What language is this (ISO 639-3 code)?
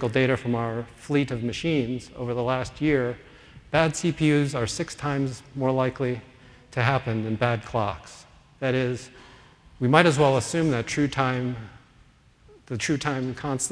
eng